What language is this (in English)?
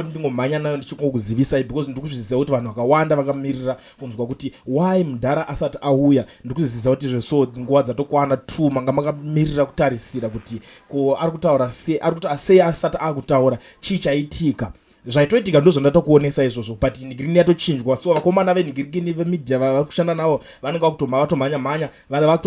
Shona